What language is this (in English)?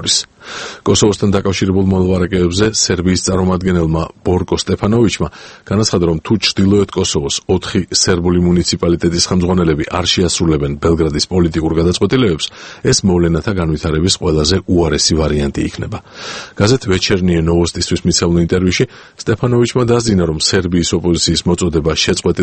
Georgian